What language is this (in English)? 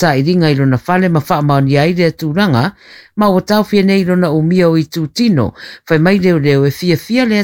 Samoan